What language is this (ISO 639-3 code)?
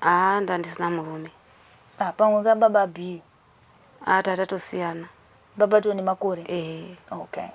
sna